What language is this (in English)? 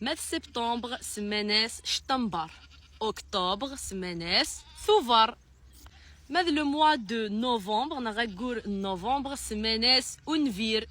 Kabyle